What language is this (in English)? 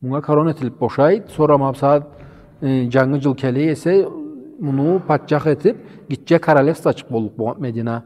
Karachay-Balkar